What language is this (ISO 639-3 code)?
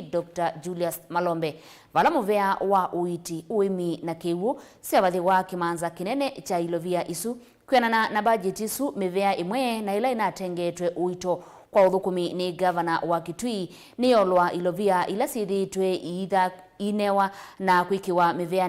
kam